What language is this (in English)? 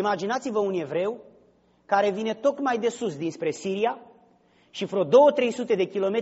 Romanian